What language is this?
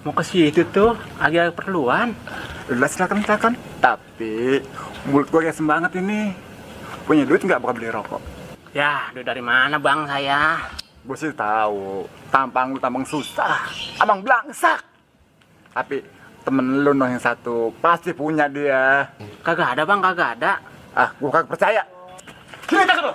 Betawi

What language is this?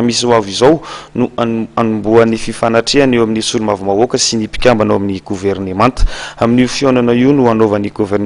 Malagasy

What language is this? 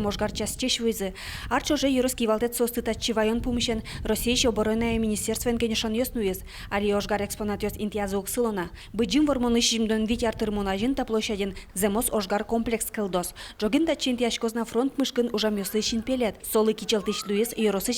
Udmurt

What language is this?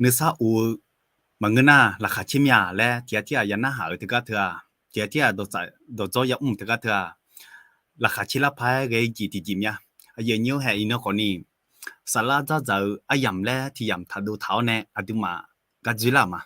Akha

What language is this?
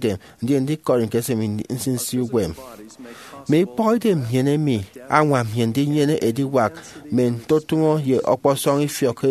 Efik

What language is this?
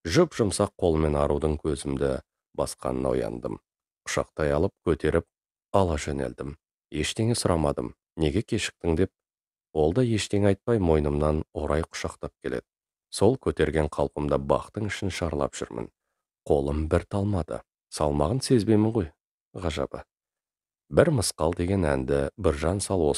Kazakh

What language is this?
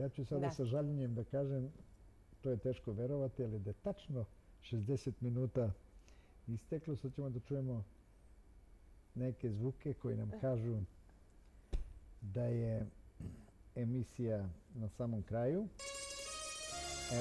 Serbian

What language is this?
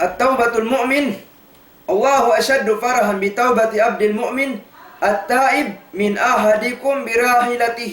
Tausug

